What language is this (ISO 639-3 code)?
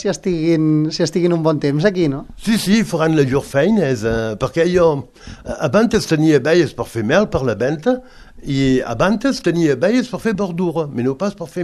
cat